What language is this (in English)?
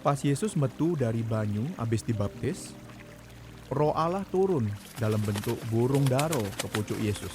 Musi